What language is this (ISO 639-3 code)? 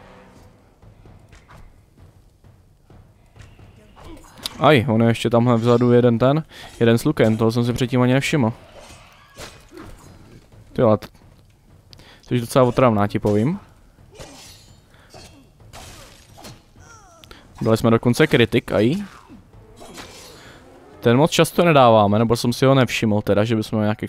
ces